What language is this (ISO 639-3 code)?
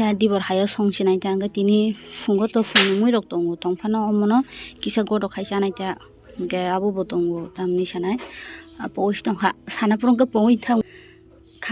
trp